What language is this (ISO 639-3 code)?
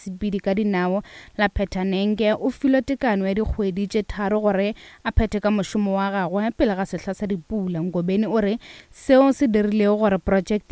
nso